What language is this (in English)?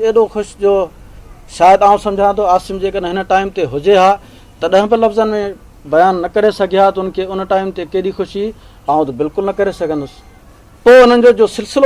Sindhi